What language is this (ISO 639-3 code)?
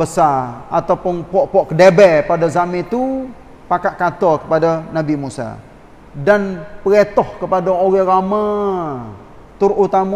msa